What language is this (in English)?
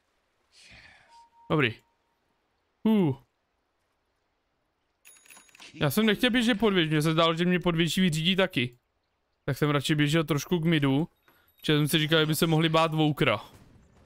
Czech